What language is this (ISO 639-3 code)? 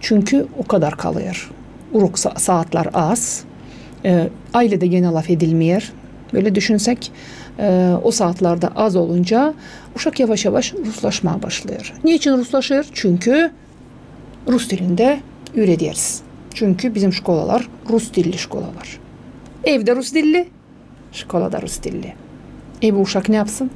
gag